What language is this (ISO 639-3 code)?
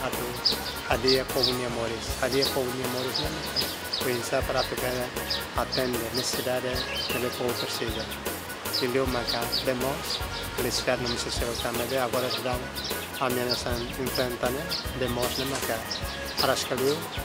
tet